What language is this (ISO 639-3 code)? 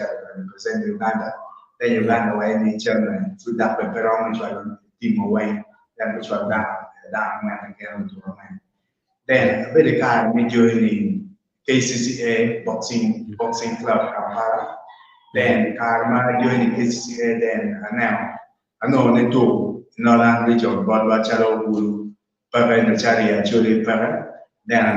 ach